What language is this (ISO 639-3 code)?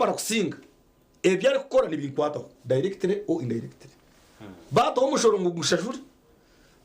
nyn